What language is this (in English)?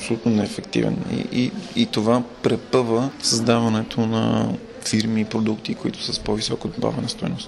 Bulgarian